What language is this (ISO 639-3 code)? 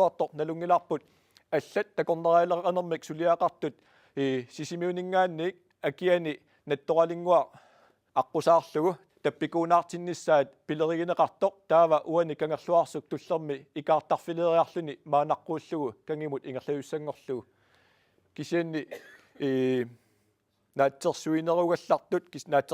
kal